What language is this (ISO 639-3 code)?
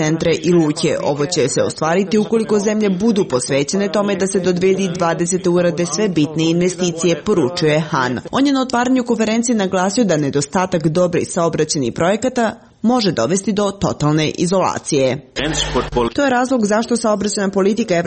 srp